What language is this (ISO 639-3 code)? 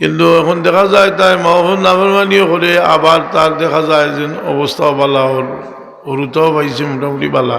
syl